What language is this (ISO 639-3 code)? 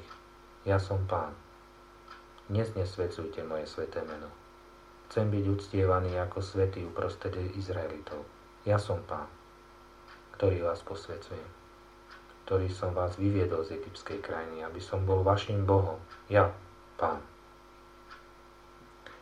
slk